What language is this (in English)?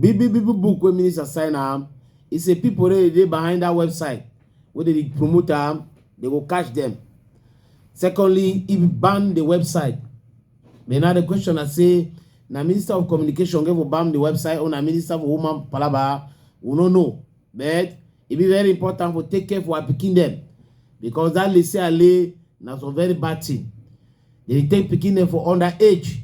Cameroon Pidgin